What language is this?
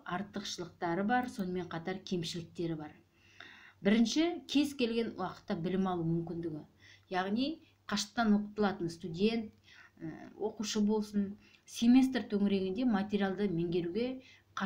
Kazakh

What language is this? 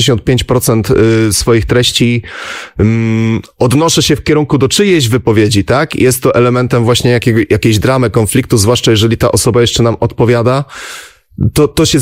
Polish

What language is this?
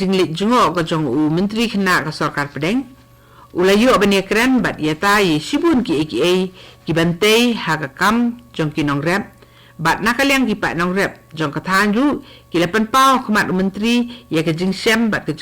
Khasi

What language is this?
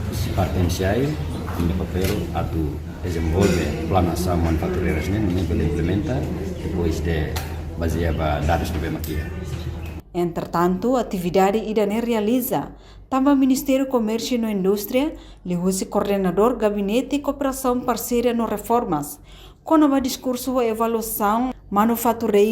Tetum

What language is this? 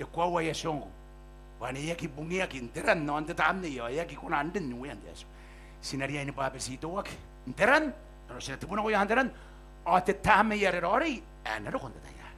Gilbertese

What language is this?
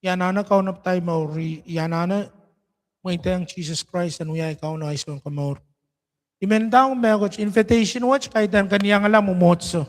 Pohnpeian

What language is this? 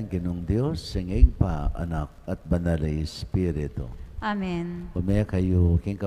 Pampanga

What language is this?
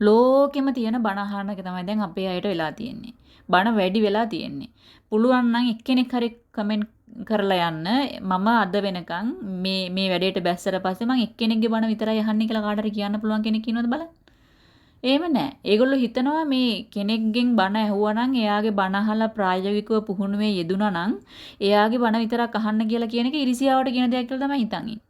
Sinhala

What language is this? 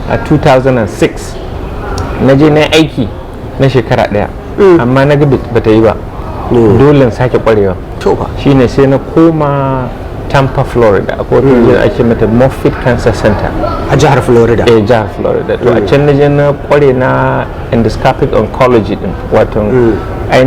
Hausa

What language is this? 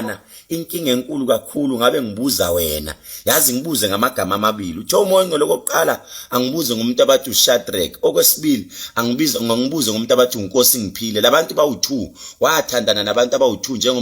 Zulu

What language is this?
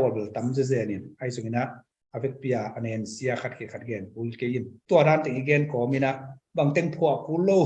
Tedim Chin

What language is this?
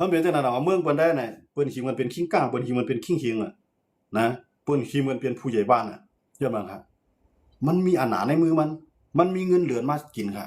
Shan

